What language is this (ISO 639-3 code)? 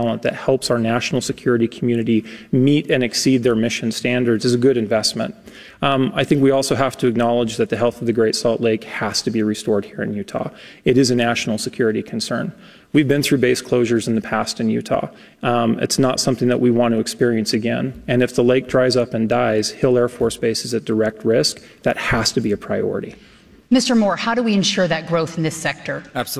eng